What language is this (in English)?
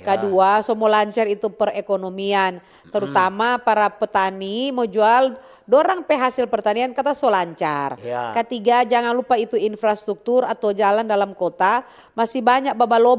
Manado Malay